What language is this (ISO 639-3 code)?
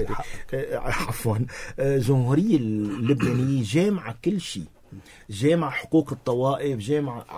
apc